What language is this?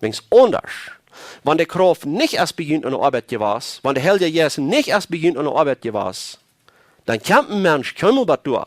Plautdietsch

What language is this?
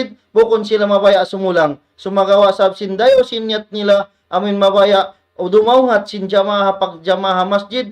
Tausug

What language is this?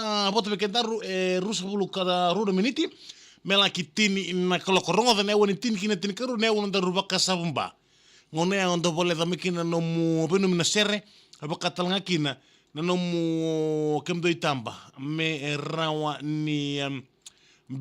Fijian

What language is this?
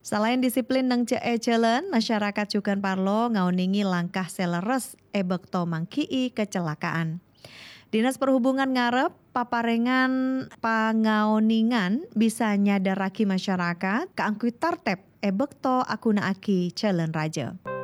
Madurese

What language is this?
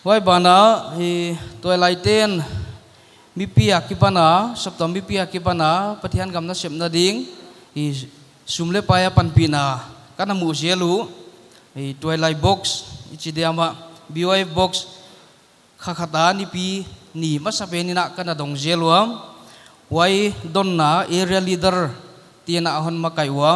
Paite Chin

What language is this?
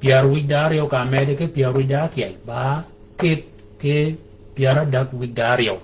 Shilluk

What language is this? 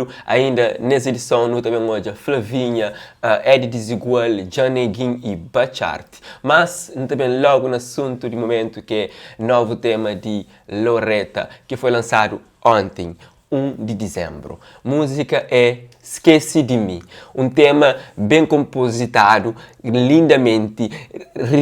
Kabuverdianu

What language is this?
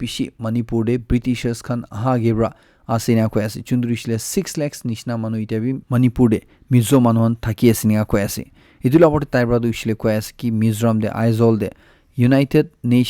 Naga Pidgin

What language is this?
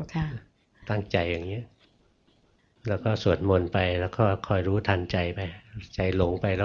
Thai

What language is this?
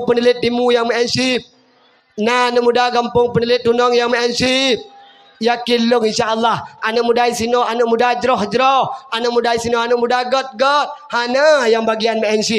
Achinese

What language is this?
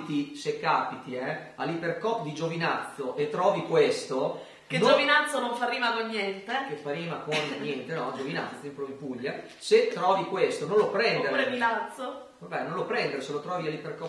Italian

